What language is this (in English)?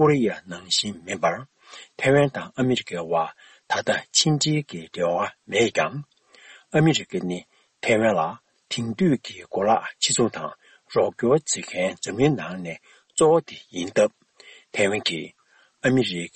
Tibetan